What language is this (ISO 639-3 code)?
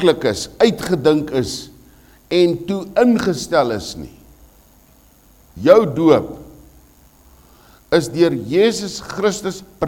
afr